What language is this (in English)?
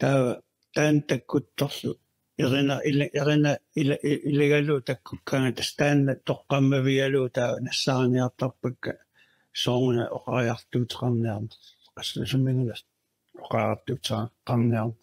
Kalaallisut